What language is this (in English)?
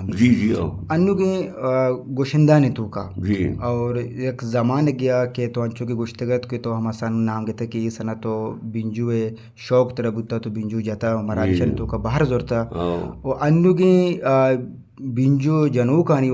Eastern Balochi